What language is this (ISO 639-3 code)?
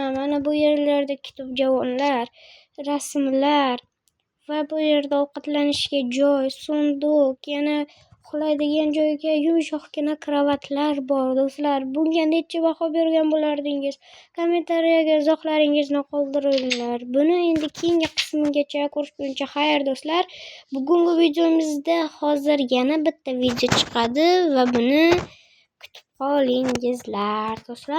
uzb